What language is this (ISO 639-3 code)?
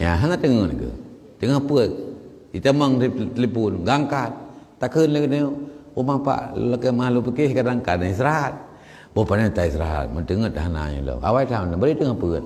ace